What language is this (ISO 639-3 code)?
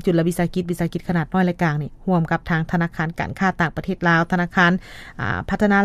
lao